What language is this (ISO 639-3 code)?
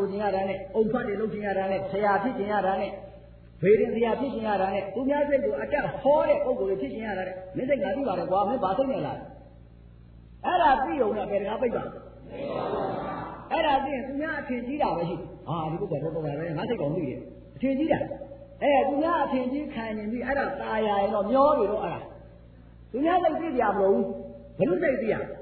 mya